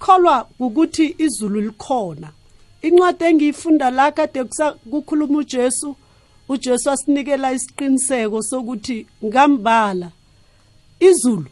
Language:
South Ndebele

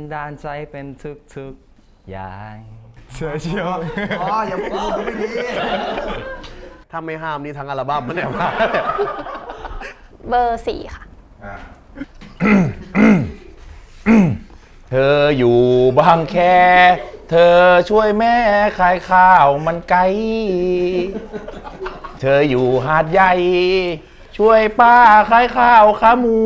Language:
Thai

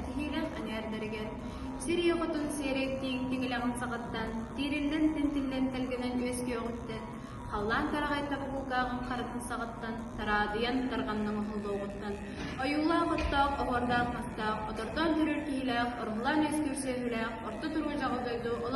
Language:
Yakut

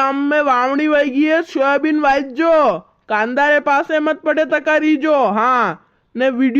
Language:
Rajasthani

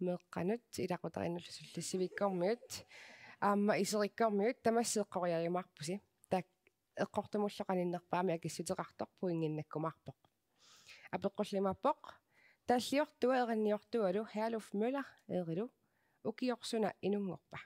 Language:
Kalaallisut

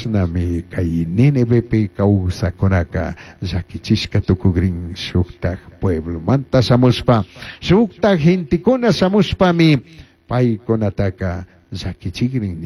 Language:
Chimborazo Highland Quichua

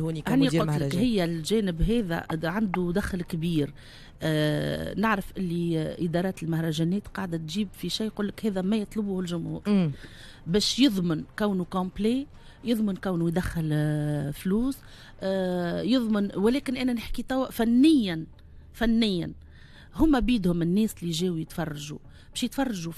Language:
Tunisian Arabic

